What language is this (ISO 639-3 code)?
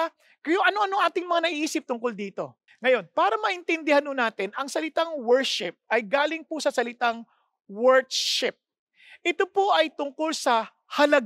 fil